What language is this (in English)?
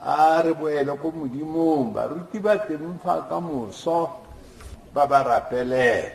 Tswana